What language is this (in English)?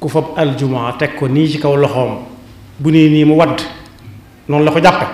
Wolof